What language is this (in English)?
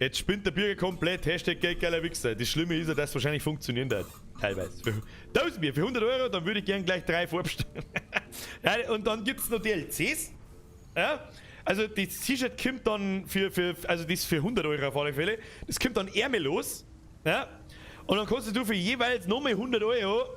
Bavarian